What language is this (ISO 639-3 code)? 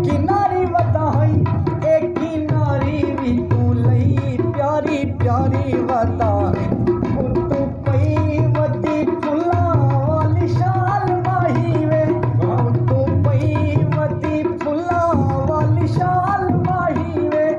skr